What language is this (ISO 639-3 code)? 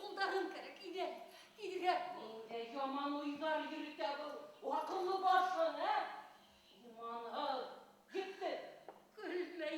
bak